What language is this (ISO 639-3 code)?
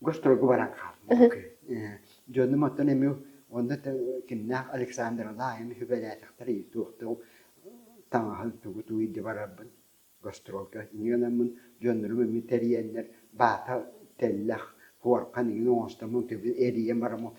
sah